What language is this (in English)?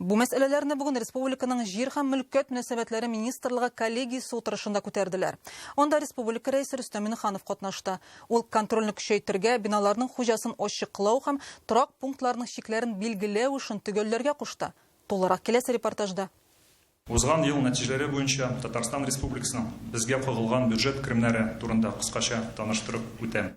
Tatar